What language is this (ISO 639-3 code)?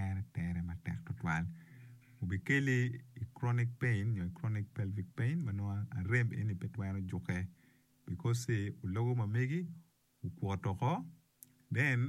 ach